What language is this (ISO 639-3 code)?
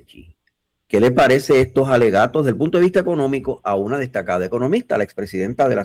spa